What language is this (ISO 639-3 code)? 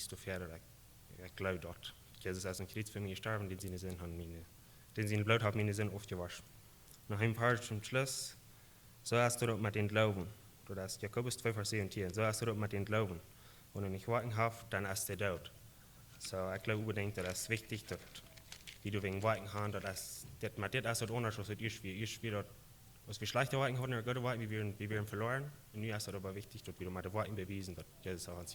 pdt